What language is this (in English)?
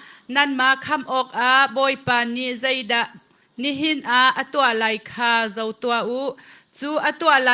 Hakha Chin